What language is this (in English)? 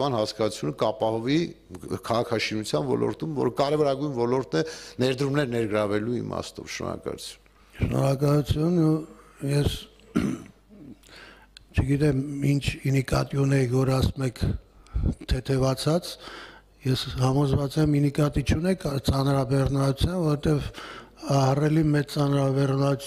Armenian